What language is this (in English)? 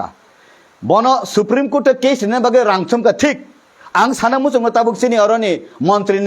Kok Borok